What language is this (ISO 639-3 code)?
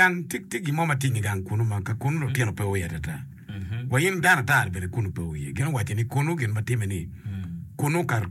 ach